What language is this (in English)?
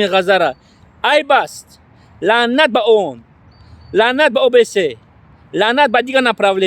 Tajik